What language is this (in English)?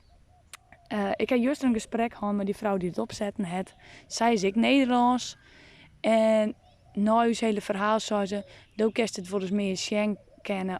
Western Frisian